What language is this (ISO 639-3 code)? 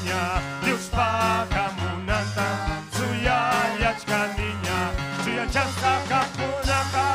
quy